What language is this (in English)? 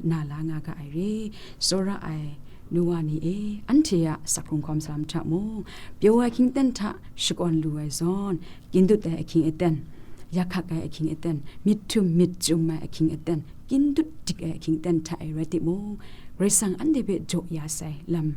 Kachin